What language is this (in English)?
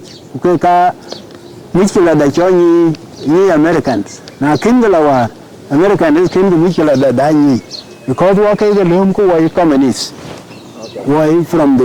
Dinka